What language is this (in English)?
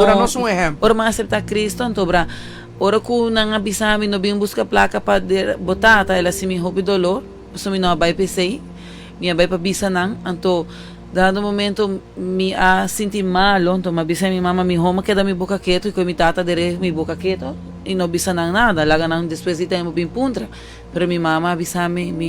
Papiamento